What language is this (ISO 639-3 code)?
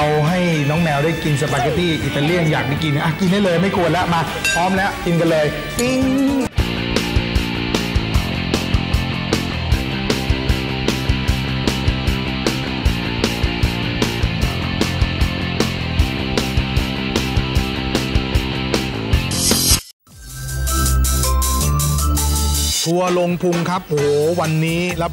tha